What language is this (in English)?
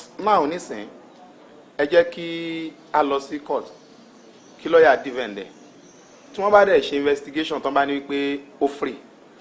Yoruba